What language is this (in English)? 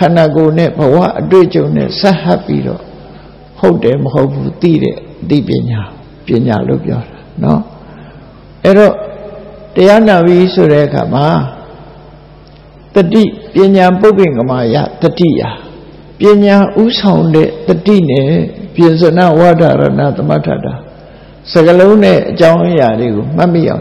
Burmese